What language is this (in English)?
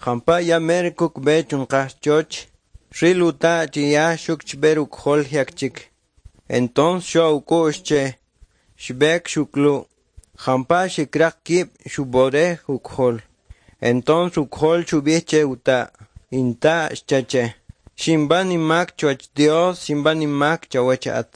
Kʼicheʼ